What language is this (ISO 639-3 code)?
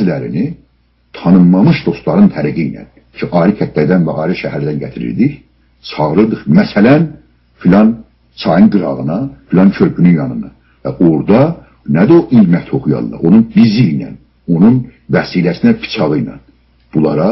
azb